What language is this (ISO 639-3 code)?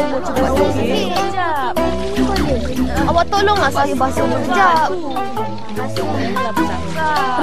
msa